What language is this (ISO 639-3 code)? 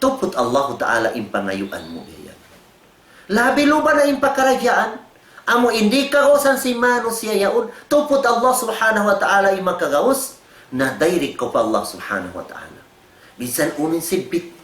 tsg